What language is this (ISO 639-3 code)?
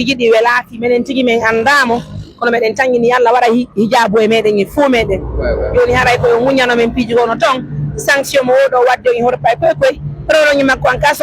fuf